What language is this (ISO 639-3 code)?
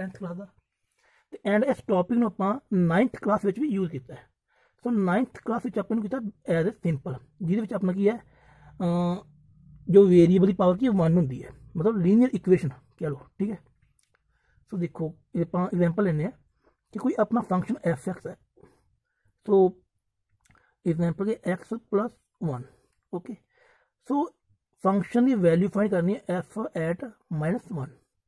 pan